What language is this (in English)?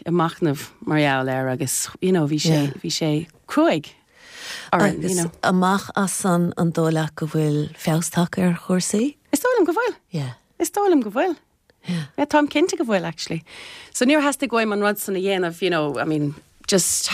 Irish